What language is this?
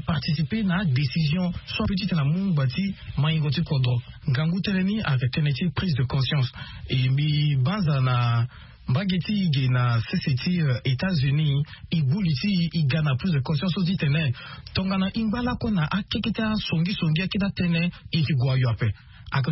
Sango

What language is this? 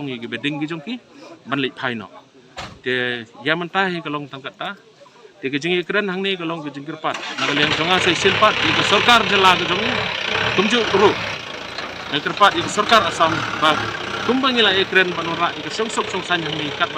Khasi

